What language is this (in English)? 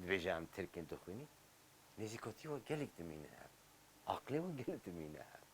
Kurdish